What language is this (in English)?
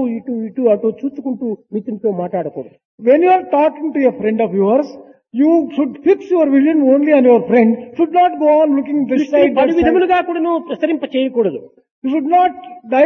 Telugu